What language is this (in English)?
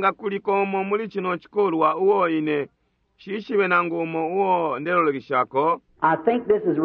Bemba